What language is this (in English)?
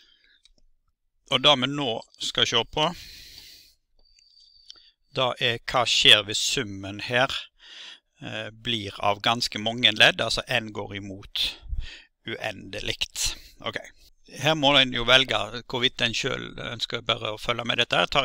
Norwegian